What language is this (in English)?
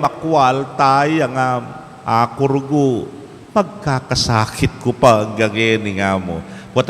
Pampanga